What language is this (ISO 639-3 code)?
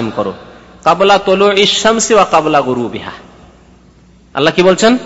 ben